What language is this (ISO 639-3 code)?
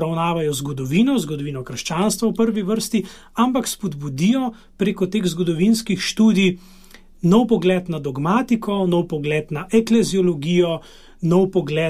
slv